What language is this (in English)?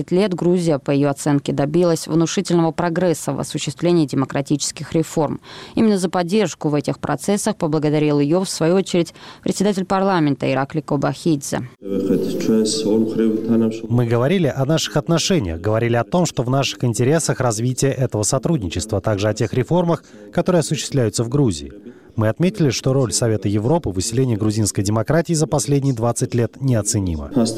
Russian